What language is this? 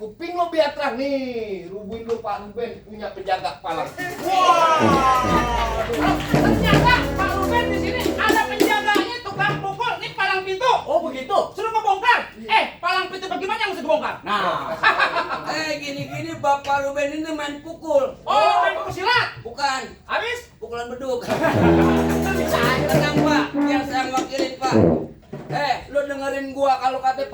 Betawi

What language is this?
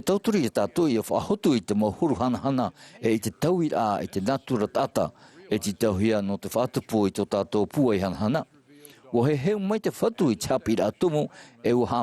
Tahitian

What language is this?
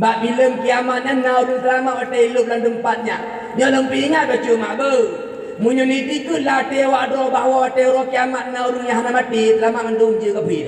Achinese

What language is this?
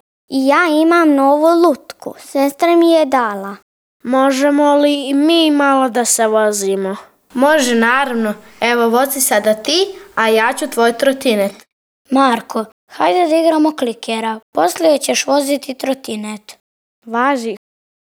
Serbian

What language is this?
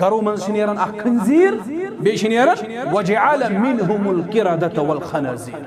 Kashmiri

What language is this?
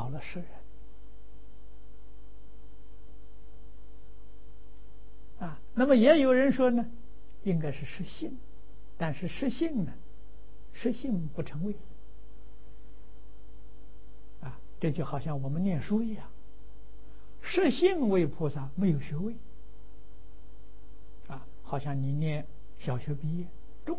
Chinese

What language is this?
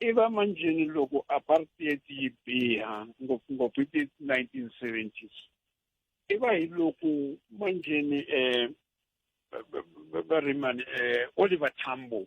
Tsonga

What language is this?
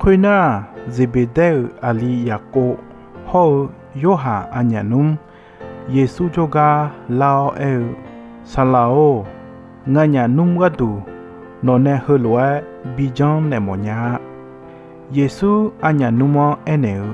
Akha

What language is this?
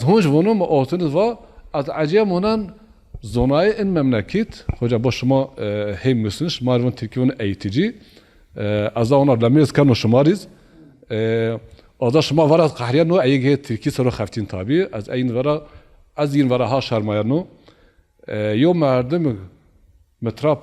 Zaza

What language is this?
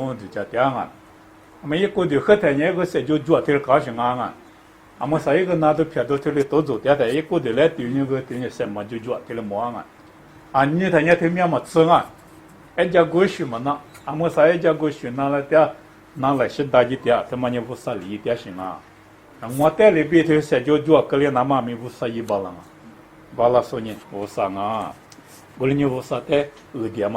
Lisu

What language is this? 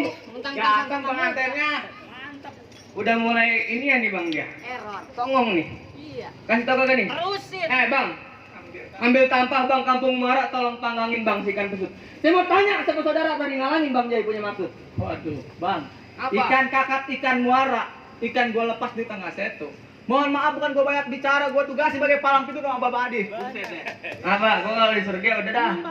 Betawi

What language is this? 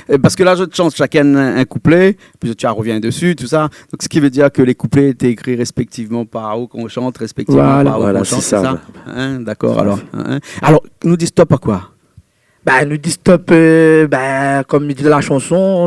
Réunion Creole French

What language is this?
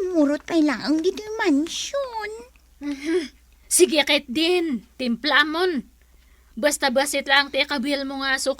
Iloko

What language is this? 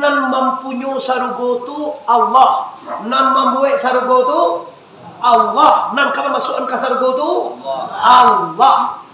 Minangkabau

